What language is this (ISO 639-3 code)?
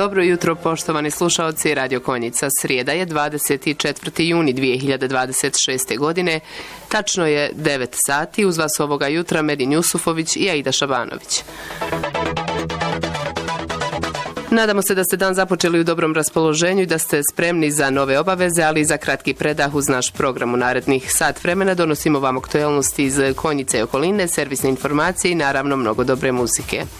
bos